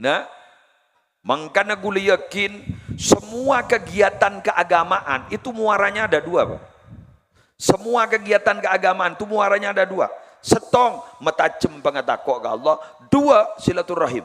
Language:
Madurese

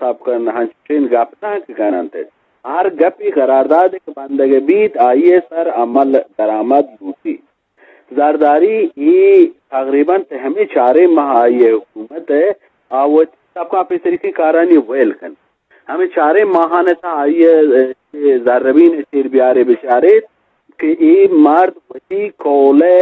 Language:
Eastern Balochi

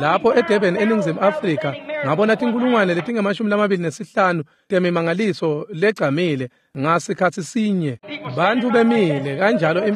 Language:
Swati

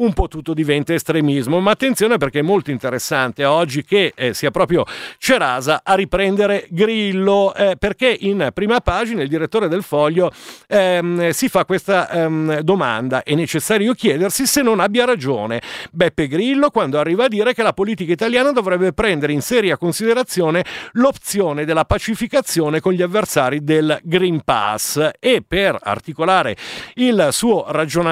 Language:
Italian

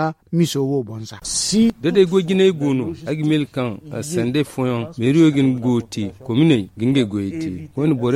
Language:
Zarma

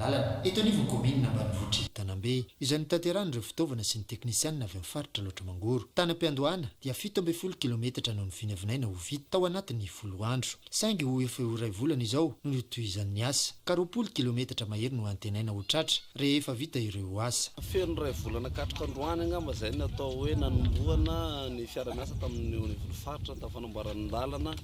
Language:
Malagasy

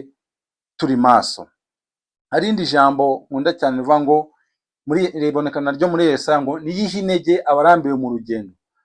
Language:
Kinyarwanda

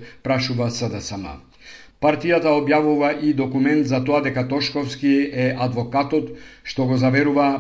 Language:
Macedonian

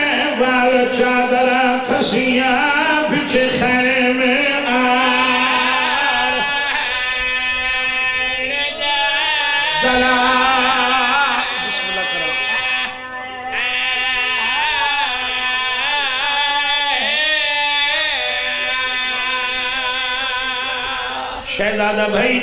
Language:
Urdu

